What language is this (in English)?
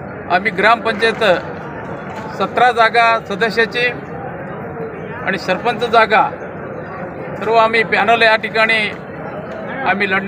Marathi